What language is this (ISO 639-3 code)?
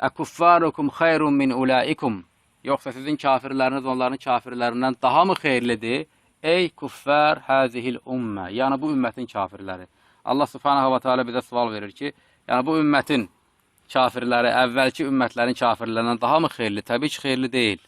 aze